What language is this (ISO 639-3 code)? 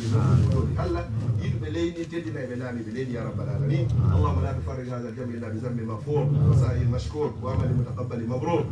ful